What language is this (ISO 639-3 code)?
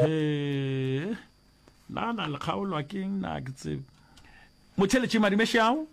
nso